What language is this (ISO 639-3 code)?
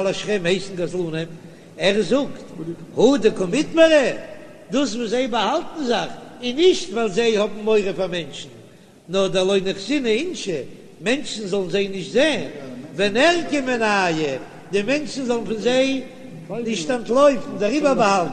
yid